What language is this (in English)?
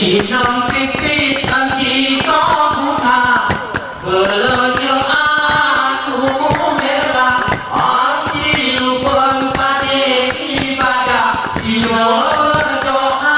Gayo